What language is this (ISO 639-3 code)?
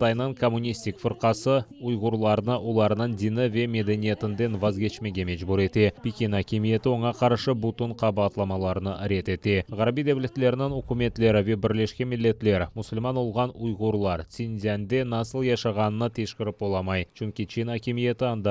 crh